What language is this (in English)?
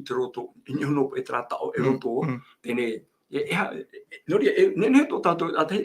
Tahitian